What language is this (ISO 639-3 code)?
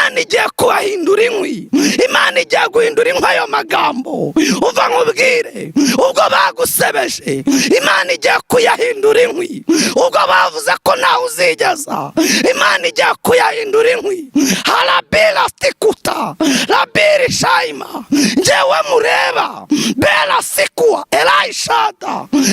kin